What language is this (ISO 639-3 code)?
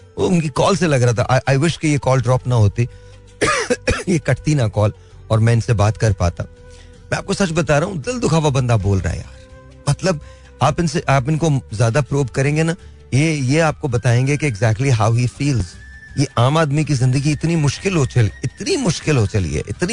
hin